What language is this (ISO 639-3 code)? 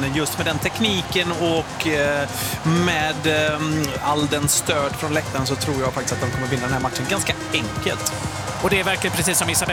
swe